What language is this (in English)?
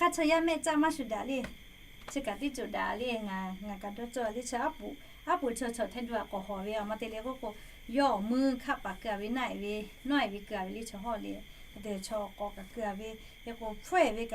Lahu